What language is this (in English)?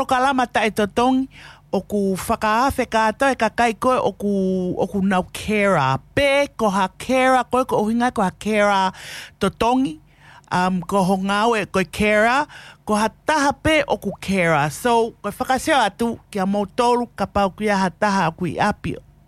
Tongan